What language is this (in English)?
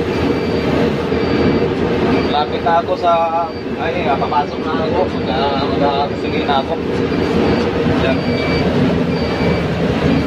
Filipino